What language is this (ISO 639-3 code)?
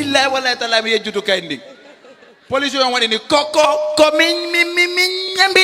ful